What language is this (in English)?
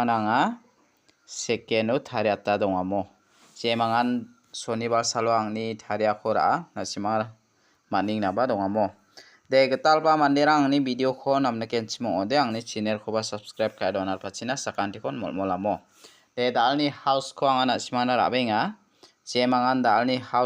Garo